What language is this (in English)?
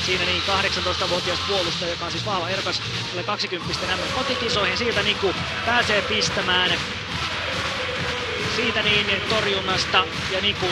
Finnish